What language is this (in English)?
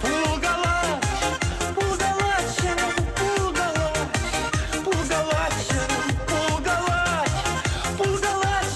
Chuvash